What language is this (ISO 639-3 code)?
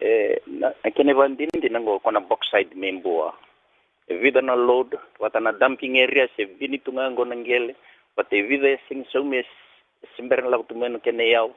fij